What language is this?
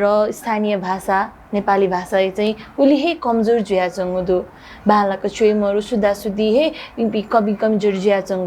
Newari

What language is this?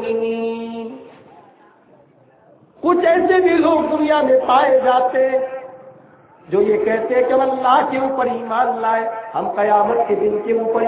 Urdu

